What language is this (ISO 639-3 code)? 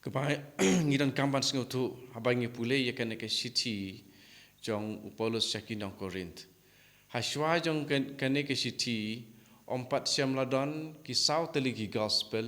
kha